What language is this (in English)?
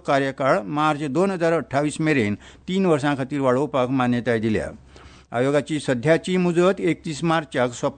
Konkani